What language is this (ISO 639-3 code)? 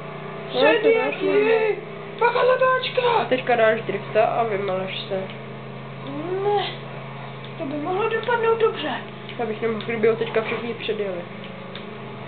ces